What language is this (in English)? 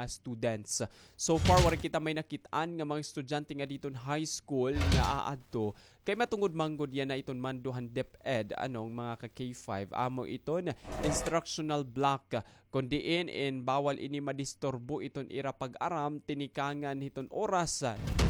Waray